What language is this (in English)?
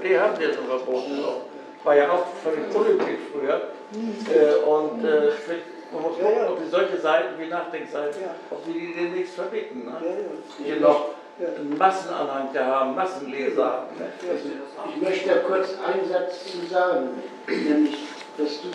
German